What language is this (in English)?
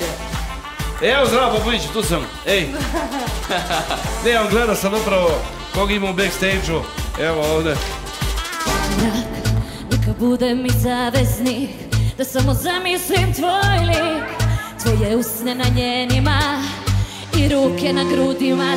Serbian